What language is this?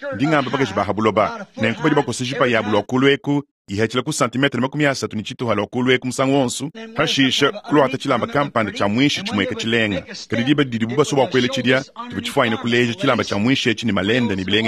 Luba-Lulua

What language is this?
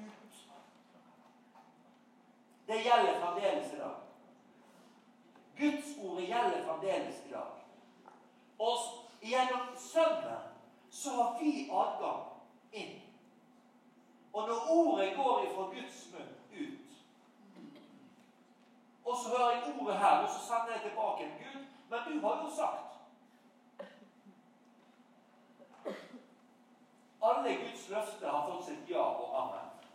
Norwegian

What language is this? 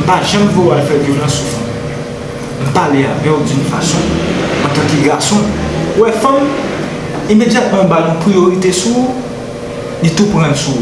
Haitian Creole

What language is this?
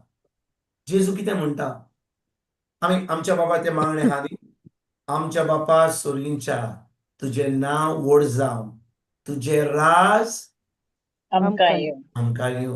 Konkani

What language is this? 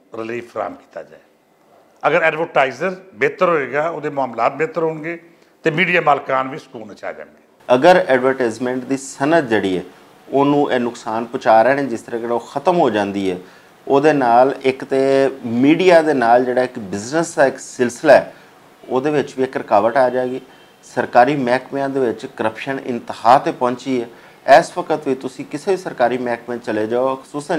Western Panjabi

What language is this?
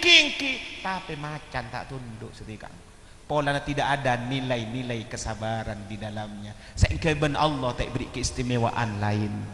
Madurese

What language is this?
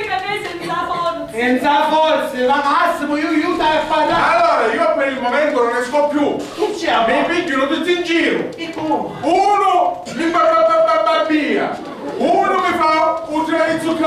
Sicilian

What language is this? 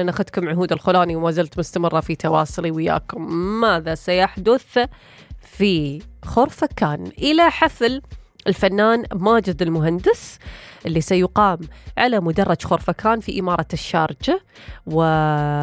Najdi Arabic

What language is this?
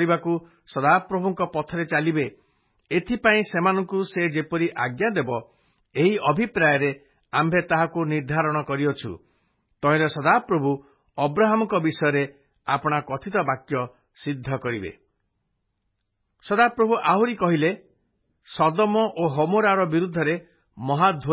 Odia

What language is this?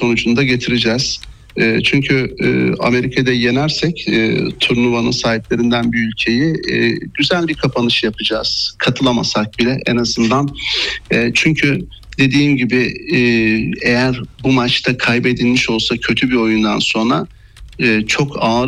Turkish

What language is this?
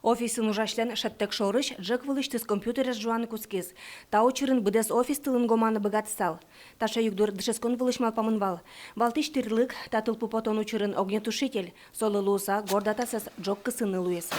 Udmurt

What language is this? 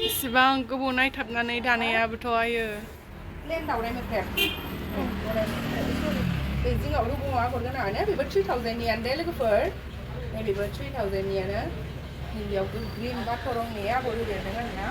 Bodo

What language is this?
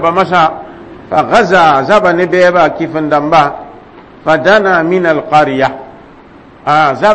Mossi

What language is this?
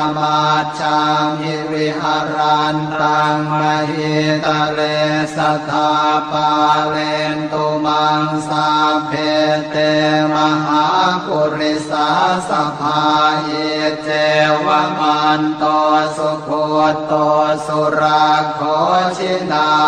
Pali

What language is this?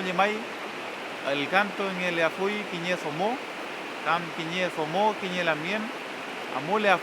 Mapuche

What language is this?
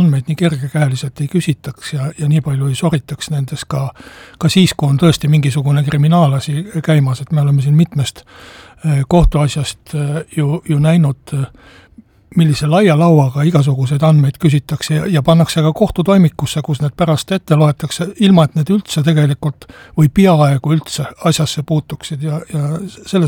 Estonian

